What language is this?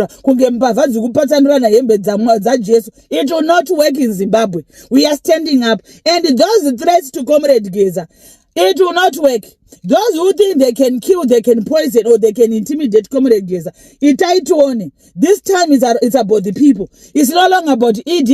Shona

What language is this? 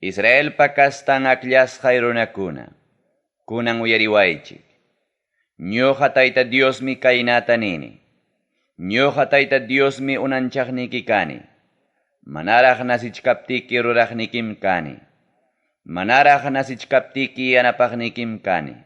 Ayacucho Quechua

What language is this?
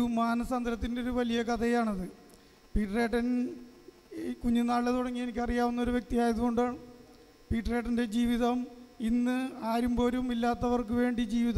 Malayalam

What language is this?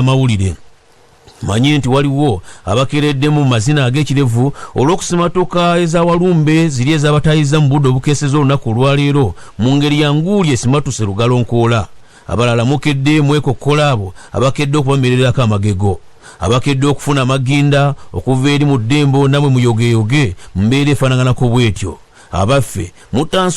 Ganda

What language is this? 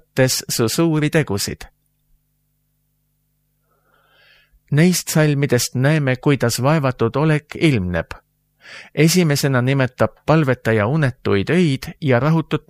Estonian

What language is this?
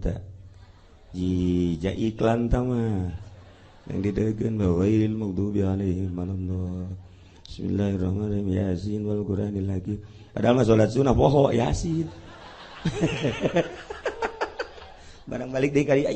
Sundanese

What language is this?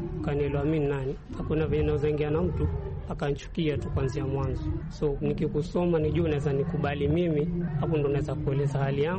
Swahili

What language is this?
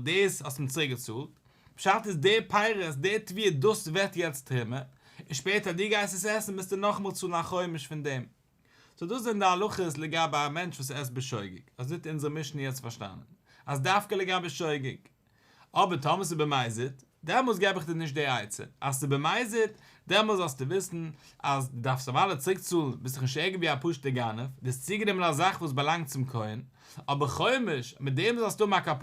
Yiddish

